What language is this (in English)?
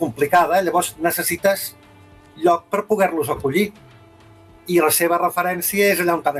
Catalan